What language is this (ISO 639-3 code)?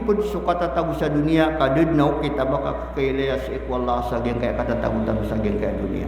mrw